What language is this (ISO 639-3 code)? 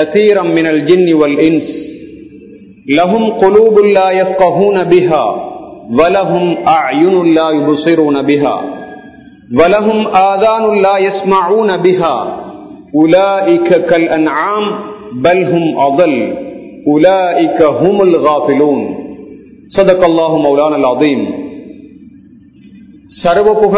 tam